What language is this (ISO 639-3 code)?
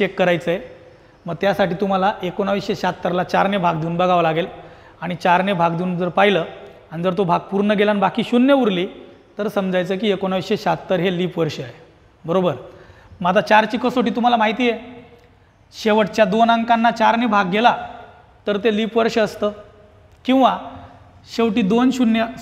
mar